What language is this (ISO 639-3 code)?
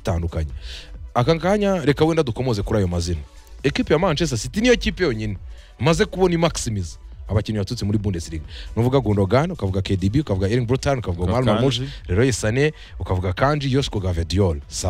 kin